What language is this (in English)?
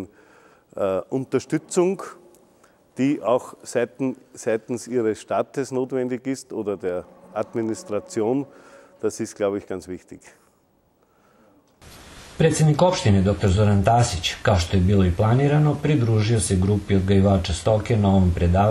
Serbian